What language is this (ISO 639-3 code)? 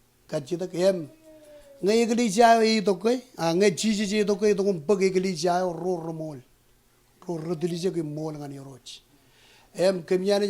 mah